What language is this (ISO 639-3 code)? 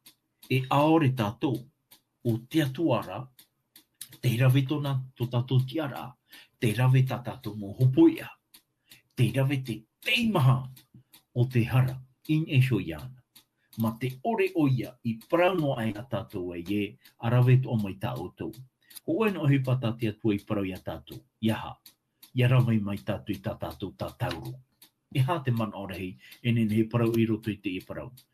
tah